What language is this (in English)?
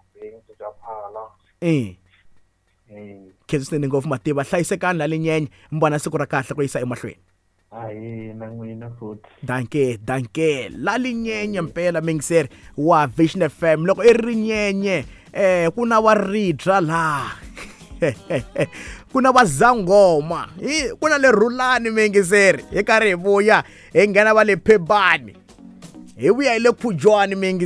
Tsonga